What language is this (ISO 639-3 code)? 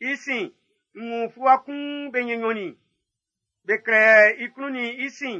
bci